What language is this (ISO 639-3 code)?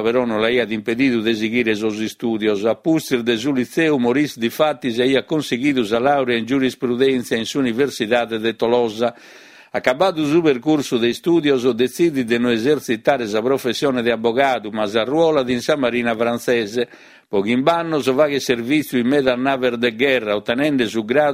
srd